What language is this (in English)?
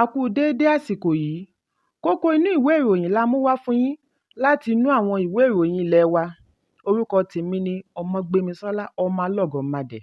Yoruba